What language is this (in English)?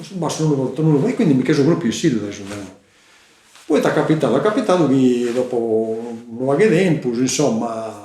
Sardinian